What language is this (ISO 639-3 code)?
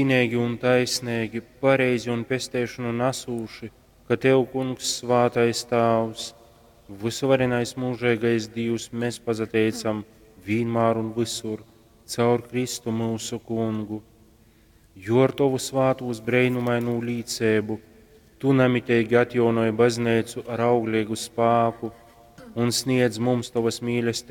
ltg